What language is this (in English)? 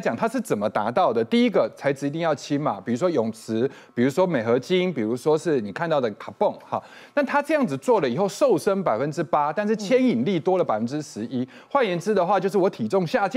Chinese